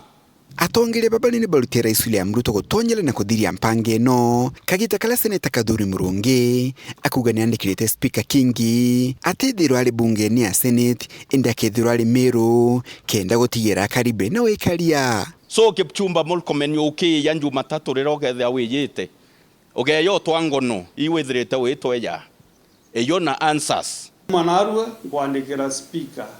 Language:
Meru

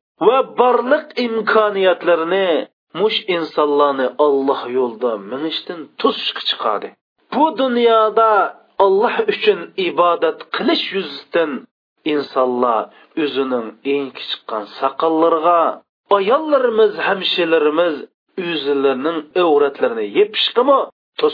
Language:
Uyghur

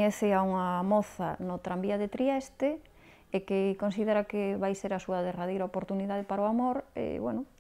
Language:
Galician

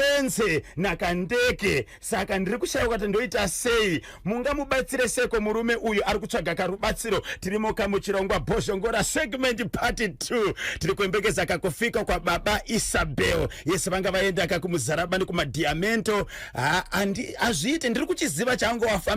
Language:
Shona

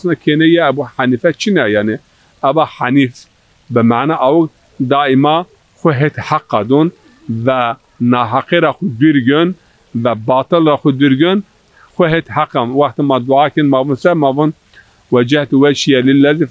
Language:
Zaza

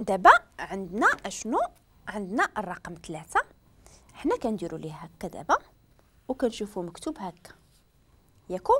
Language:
Moroccan Arabic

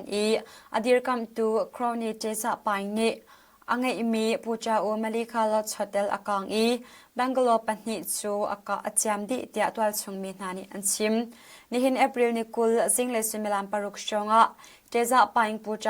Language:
Hakha Chin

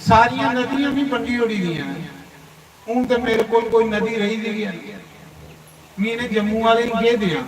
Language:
Dogri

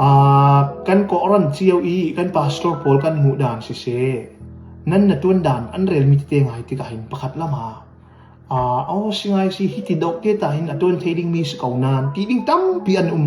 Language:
Falam Chin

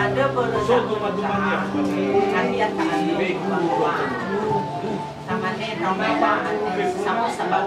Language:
Nias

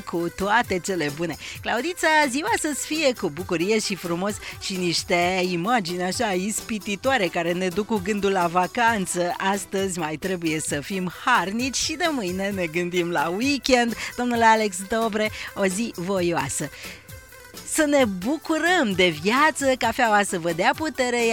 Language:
Romanian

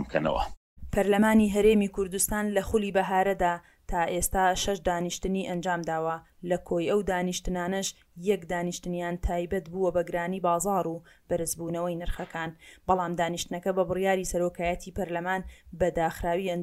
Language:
Central Kurdish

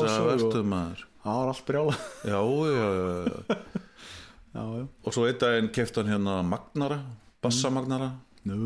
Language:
Icelandic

